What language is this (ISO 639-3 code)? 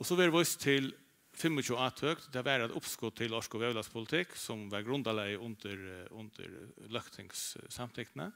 fao